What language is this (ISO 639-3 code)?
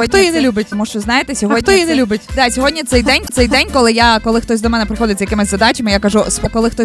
ukr